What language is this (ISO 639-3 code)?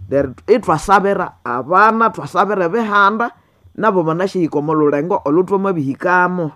nnb